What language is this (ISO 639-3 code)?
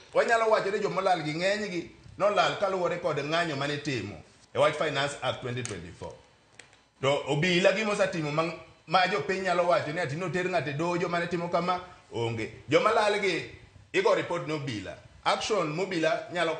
luo